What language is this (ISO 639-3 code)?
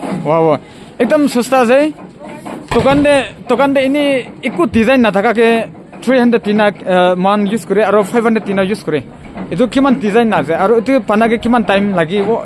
nag